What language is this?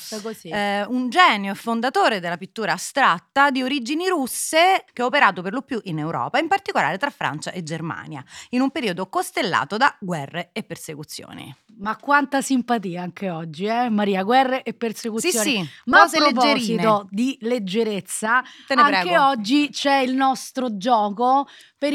Italian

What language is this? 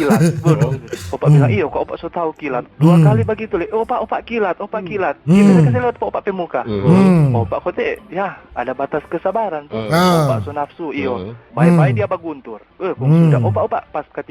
Manado Malay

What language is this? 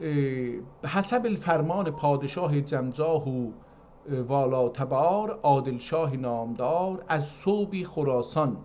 South Azerbaijani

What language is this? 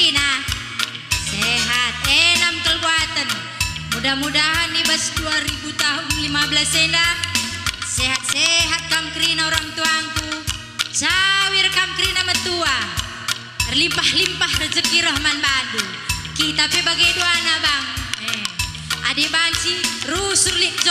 Batak Karo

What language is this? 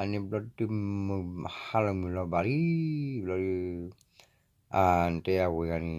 S'gaw Karen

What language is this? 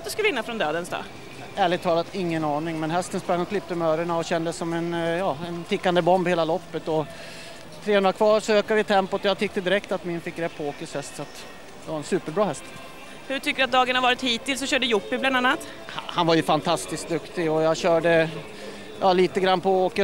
Swedish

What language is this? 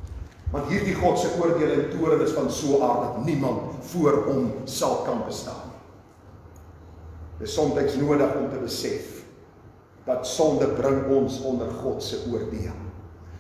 Afrikaans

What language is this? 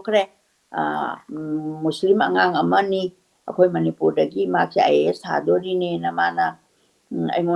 Manipuri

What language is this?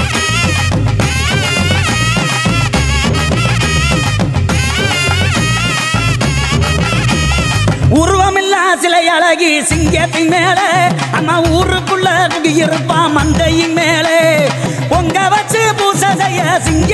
Tamil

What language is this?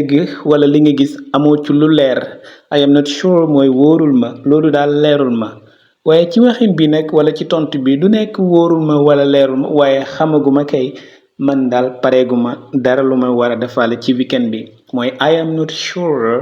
Wolof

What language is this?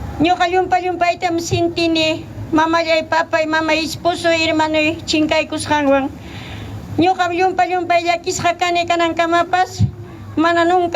Ayacucho Quechua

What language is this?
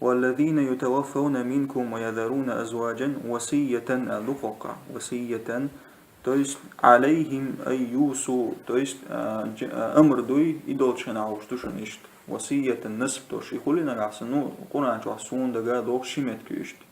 Chechen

